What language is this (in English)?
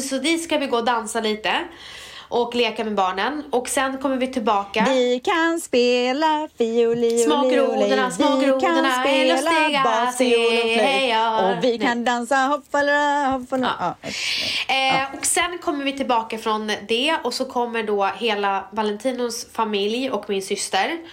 Swedish